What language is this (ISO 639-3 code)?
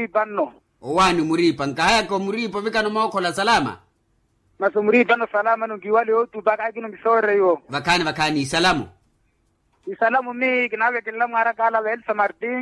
vmw